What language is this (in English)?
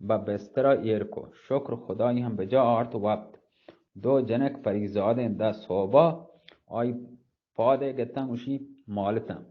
Eastern Balochi